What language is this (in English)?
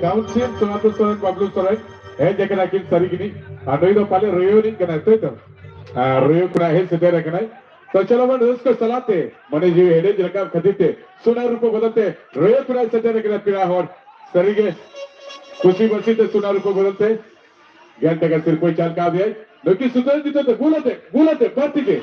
Santali